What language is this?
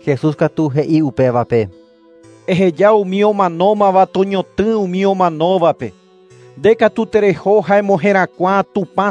Guarani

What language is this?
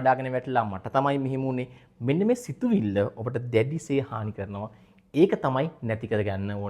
Sinhala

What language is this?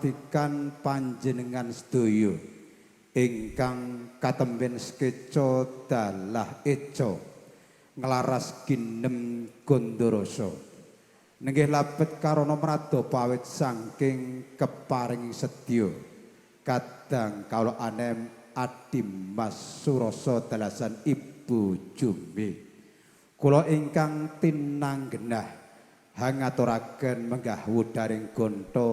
Javanese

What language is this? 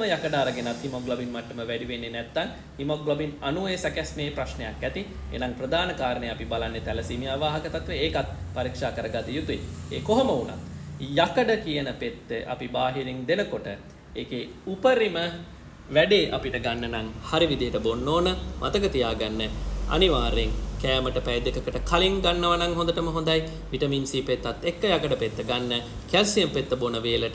Sinhala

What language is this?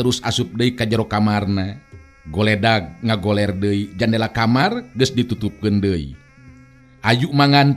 Sundanese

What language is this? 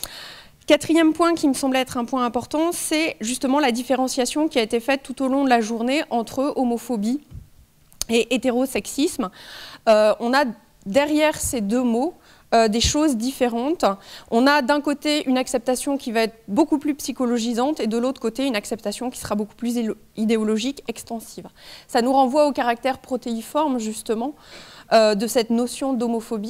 French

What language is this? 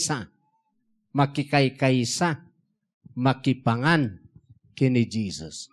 Iloko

